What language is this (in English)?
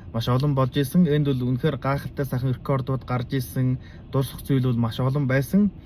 Mongolian